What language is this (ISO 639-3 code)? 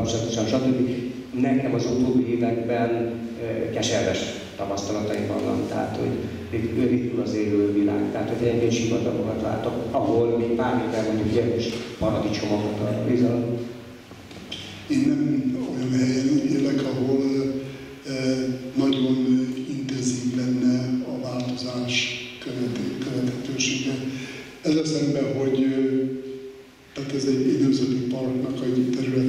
hun